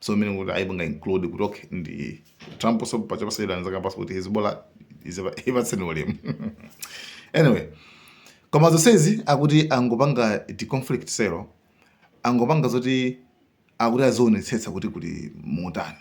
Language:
Nyanja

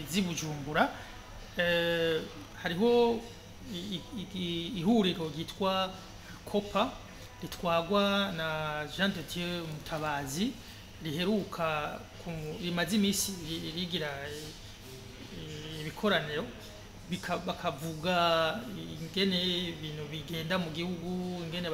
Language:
Rundi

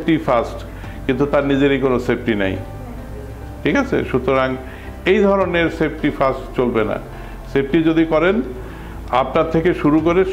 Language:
Bangla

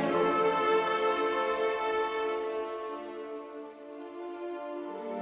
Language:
French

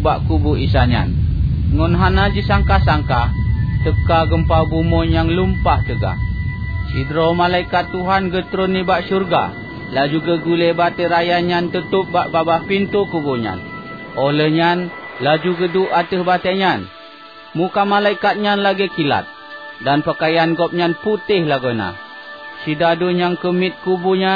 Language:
Achinese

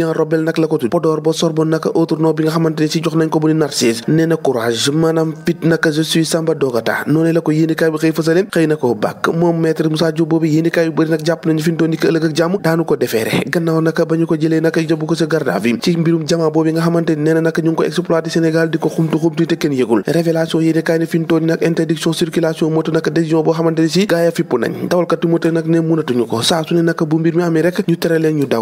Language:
Wolof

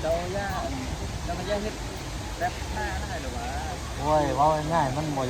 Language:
Lao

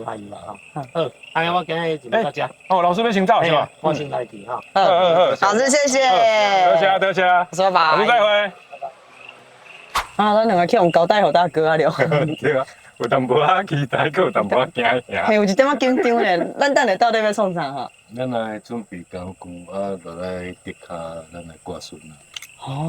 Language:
Min Nan Chinese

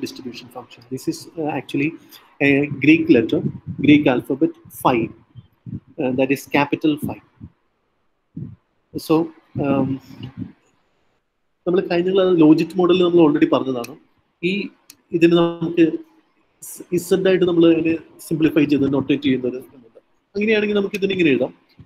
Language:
Malayalam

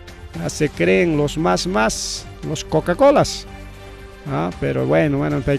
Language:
Ayacucho Quechua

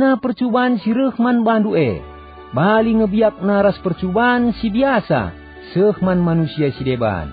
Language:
Batak Karo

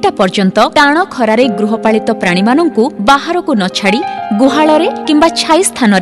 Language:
Odia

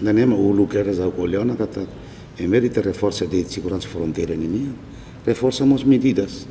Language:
Tetum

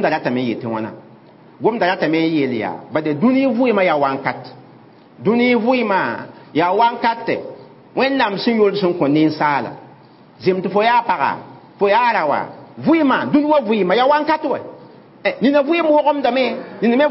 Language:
Mossi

